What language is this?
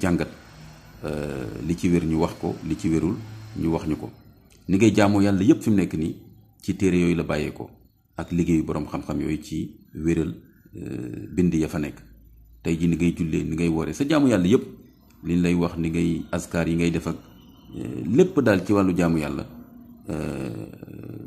Wolof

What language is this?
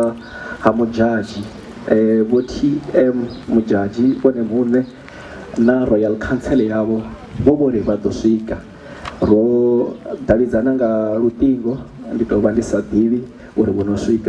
Venda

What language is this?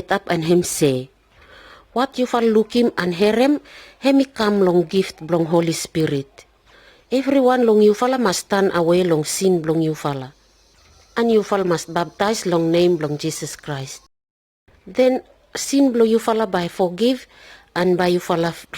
Pijin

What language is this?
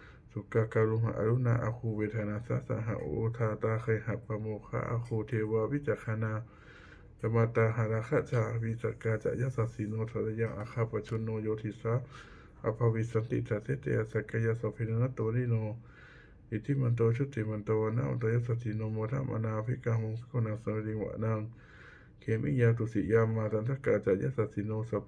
Pali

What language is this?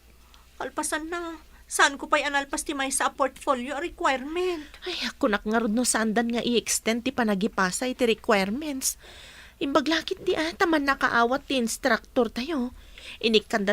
Iloko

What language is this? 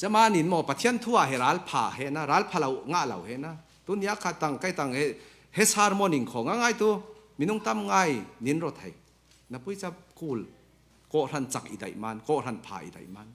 Falam Chin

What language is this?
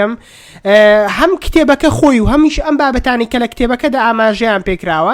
Central Kurdish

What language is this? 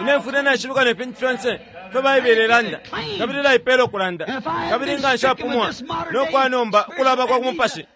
Bemba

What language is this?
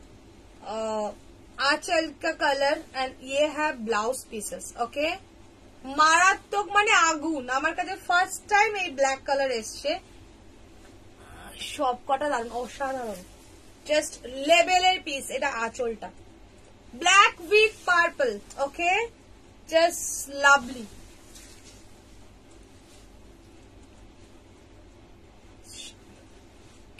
Bangla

